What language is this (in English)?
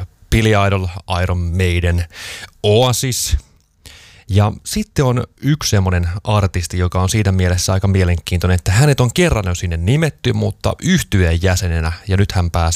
Finnish